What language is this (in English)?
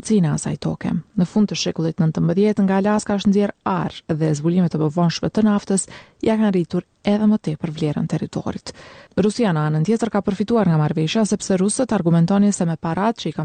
Albanian